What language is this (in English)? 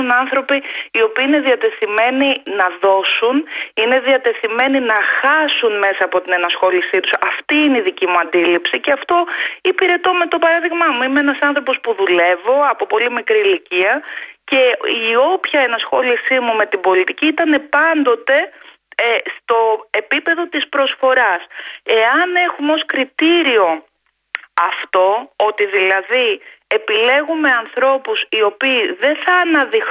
Greek